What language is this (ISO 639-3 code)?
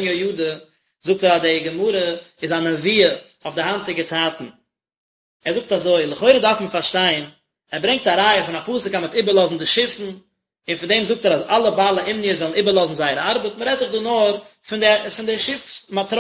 yid